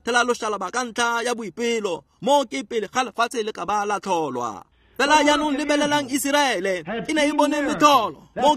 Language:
Tswana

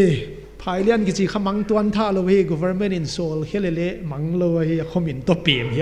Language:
Paite Chin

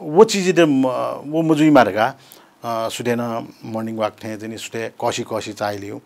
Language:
Newari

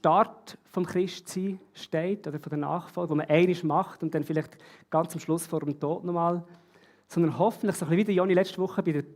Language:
Swiss German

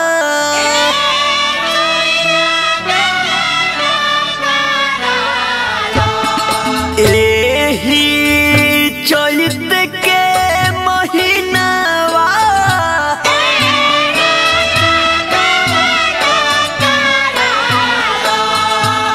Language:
Bhojpuri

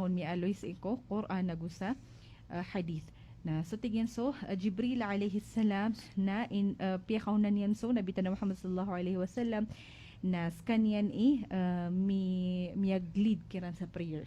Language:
Maranao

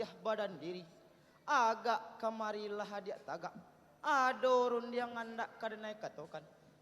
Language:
Minangkabau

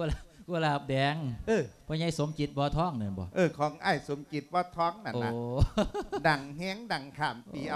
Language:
Lao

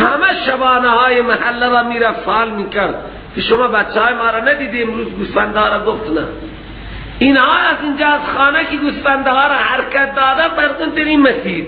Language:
Persian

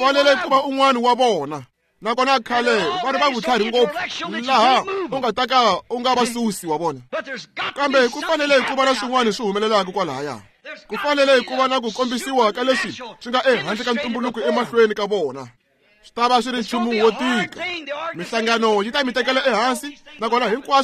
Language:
Tsonga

